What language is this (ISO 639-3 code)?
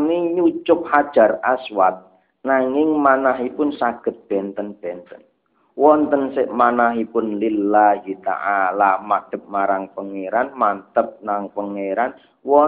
jav